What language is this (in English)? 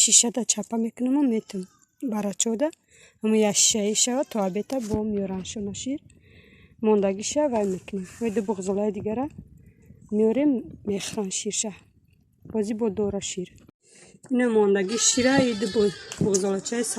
Tajik